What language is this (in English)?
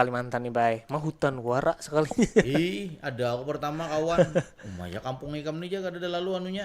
Banjar